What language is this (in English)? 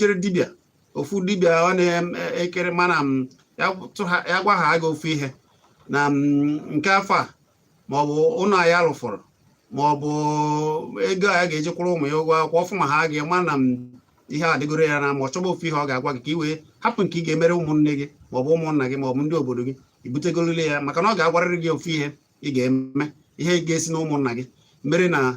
Igbo